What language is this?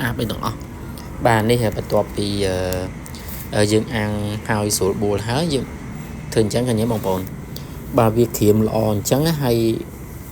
Khmer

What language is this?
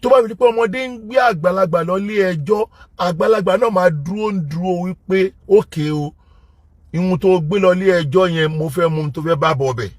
Yoruba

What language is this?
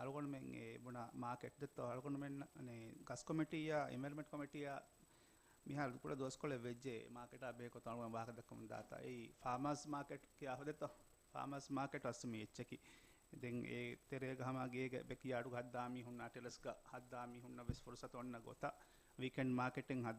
Divehi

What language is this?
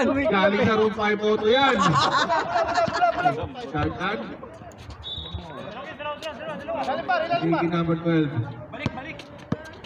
Filipino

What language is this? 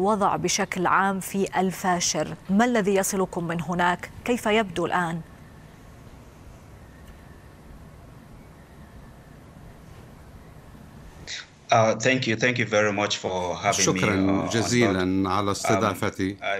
Arabic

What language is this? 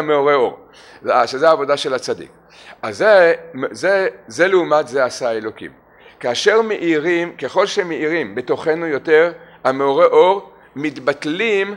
Hebrew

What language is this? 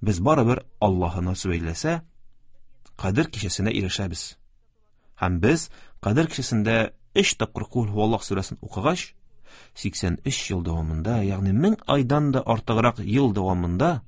Tatar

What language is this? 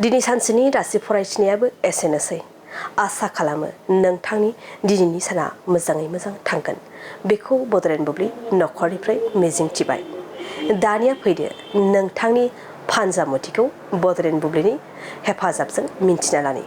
Bodo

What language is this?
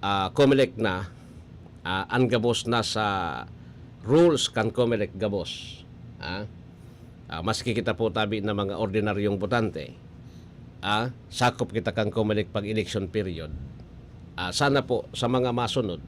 Bikol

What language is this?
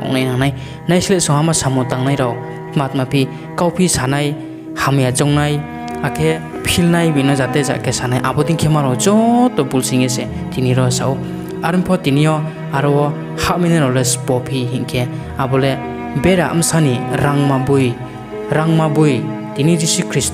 Riang (India)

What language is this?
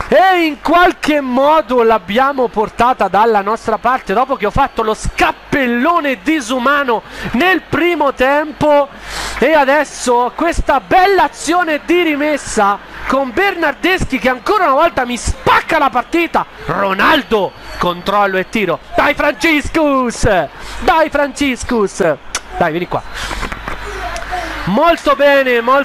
Italian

